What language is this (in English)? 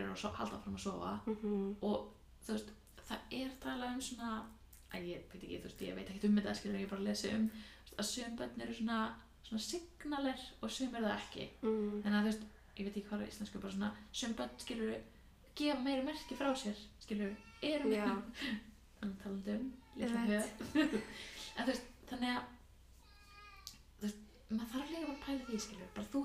Icelandic